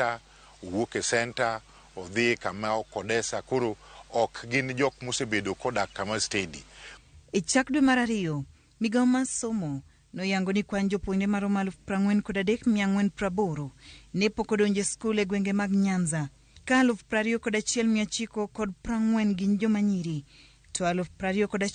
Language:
Luo (Kenya and Tanzania)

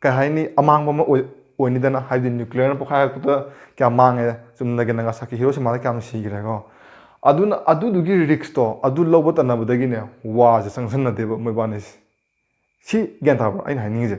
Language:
Manipuri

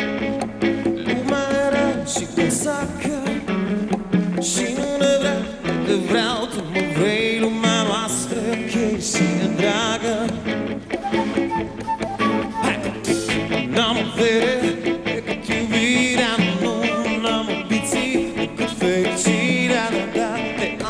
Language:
Romanian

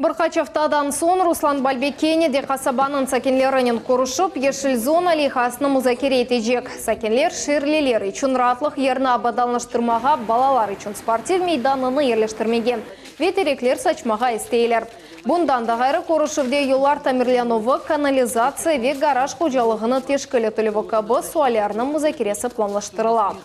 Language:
Crimean Tatar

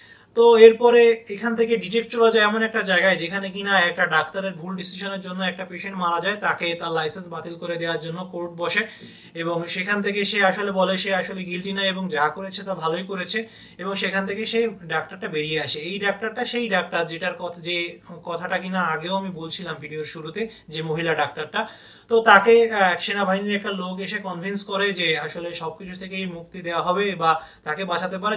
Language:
Bangla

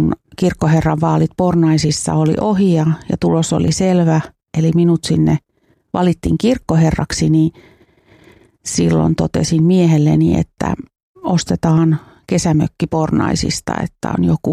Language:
Finnish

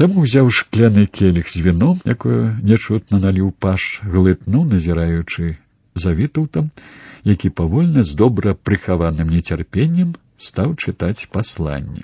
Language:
Belarusian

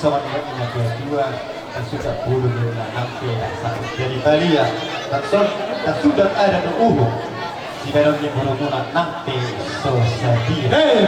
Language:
Batak Toba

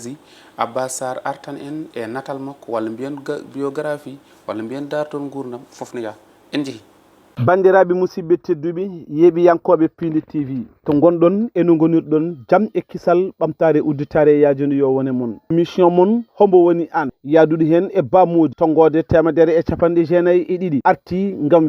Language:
Fula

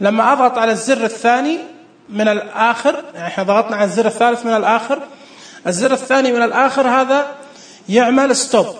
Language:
Najdi Arabic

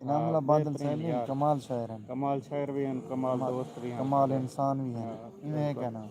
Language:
Saraiki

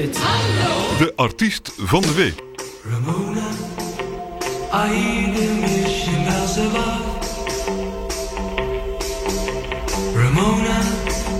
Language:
Dutch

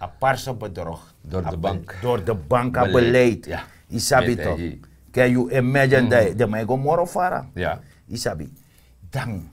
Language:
Sranan Tongo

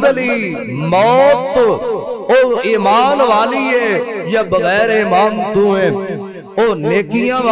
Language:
Urdu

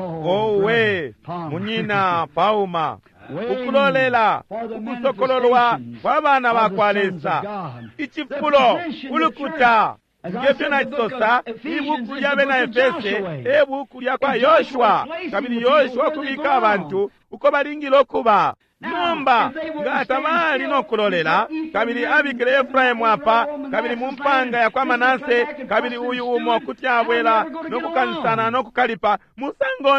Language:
Bemba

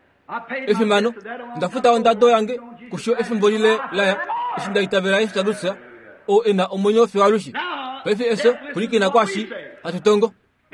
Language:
Kuanyama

